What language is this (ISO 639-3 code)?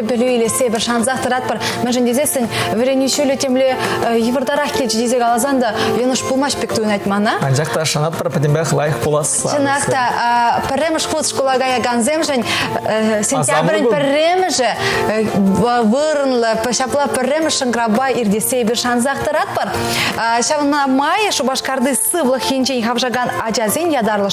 chv